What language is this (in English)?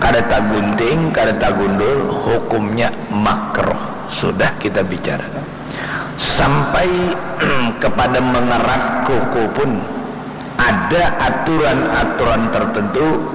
Banjar